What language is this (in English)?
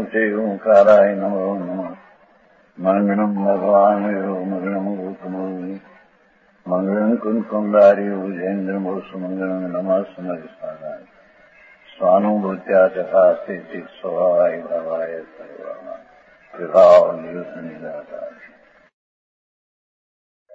Gujarati